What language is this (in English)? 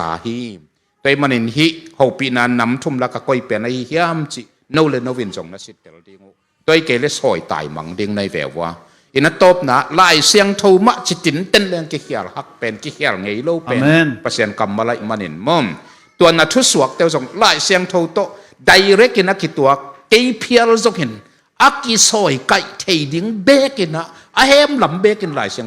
Tedim Chin